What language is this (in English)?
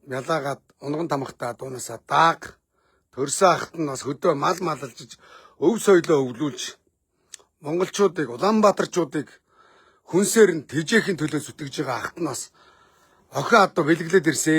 Mongolian